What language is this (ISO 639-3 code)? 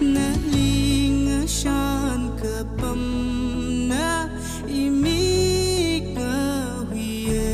nmf